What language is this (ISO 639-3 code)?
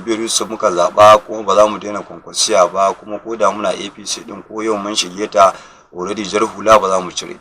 hau